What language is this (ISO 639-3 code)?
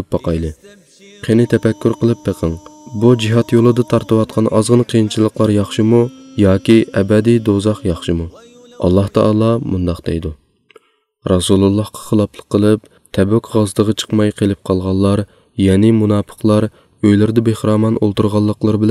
uig